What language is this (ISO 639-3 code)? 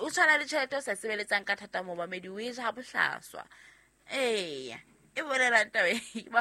sot